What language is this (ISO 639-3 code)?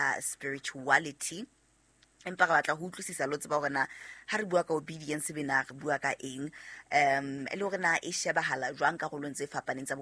sot